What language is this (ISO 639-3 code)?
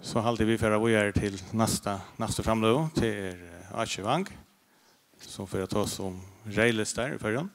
fao